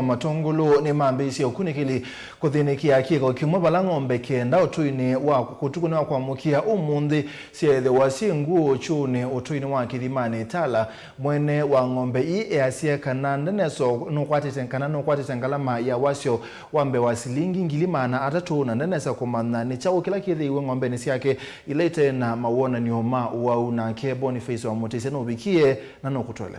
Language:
Kamba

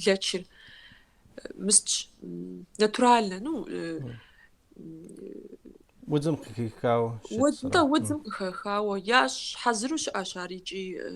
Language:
Kabardian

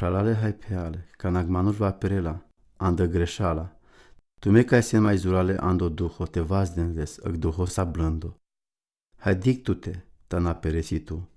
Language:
Romany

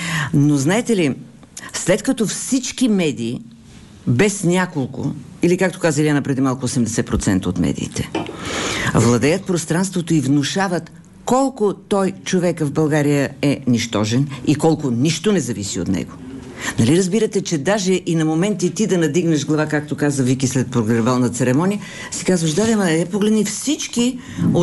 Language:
Bulgarian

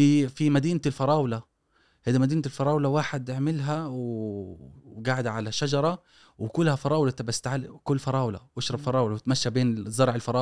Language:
Gulf Arabic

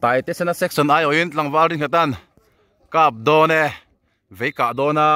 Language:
Mizo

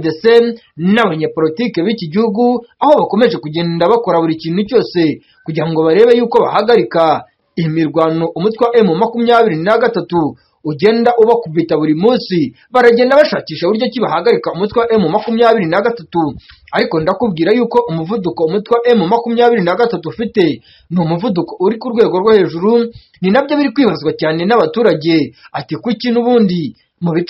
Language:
Kinyarwanda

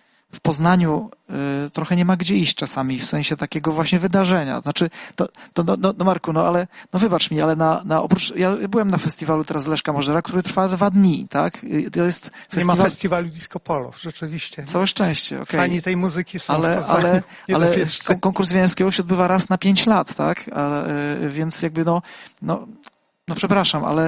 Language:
Polish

